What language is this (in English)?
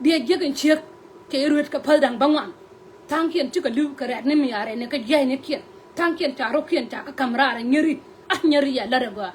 Nuer